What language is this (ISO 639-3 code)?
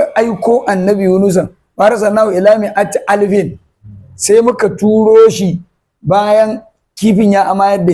hau